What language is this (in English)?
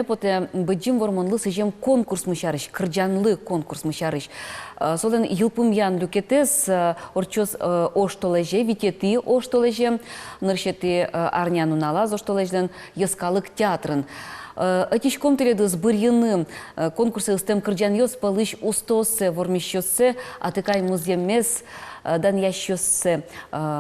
Udmurt